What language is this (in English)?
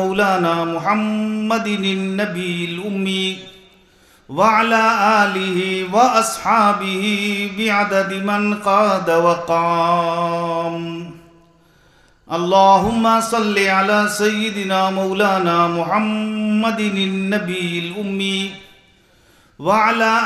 Urdu